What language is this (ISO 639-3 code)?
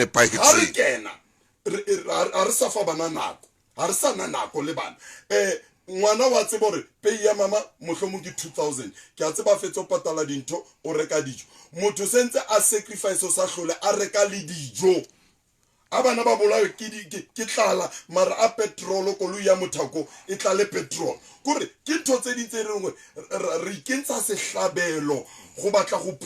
sot